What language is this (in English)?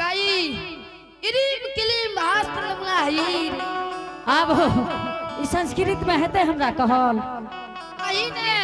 Angika